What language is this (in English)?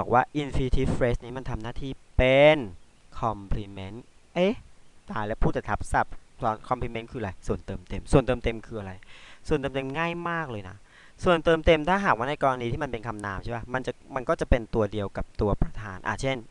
Thai